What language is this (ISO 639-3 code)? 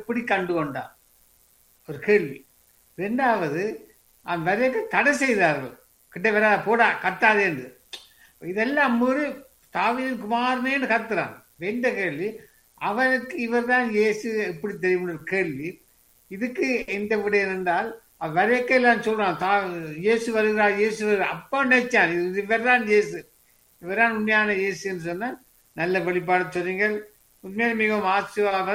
tam